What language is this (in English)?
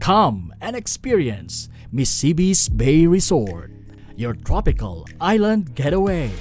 Bikol